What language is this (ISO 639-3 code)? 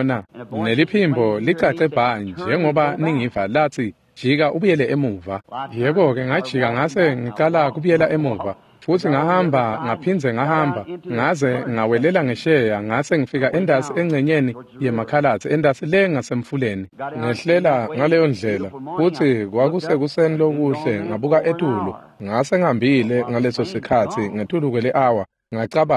ssw